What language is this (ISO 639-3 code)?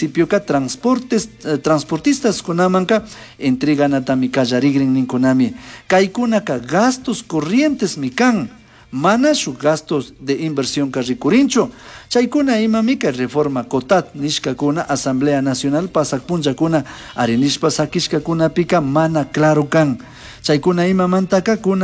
qug